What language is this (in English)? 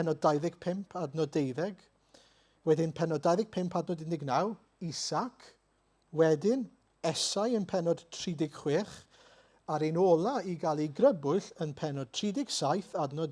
Welsh